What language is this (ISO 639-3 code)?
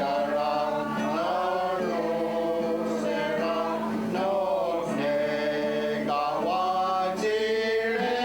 moh